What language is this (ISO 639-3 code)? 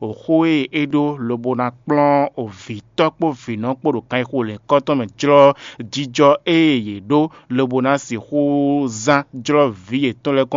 fon